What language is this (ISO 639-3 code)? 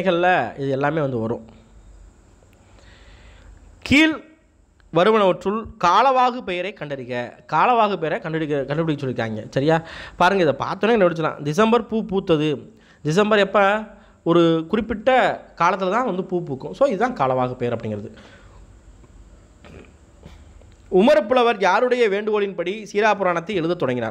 tam